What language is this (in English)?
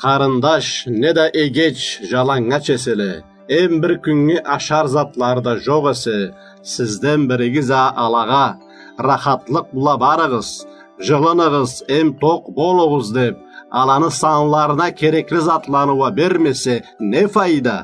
Karachay-Balkar